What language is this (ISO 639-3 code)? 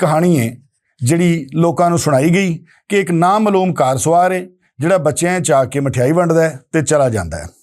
lah